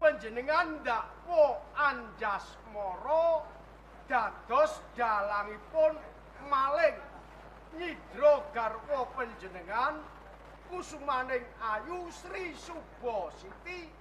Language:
Javanese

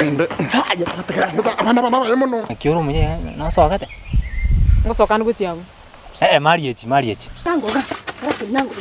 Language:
Gusii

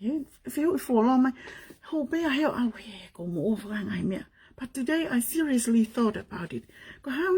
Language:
Tongan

